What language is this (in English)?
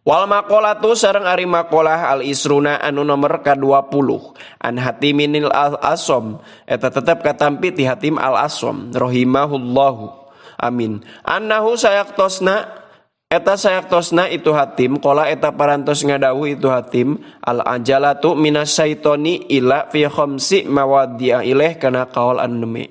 Sundanese